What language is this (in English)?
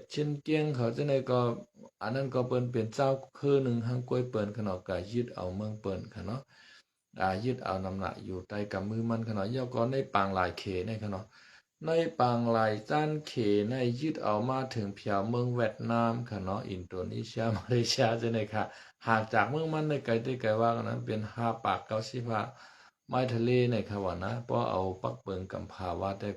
Shan